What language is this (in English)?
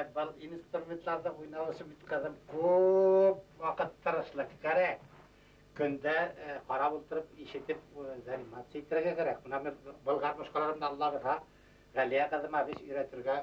Bashkir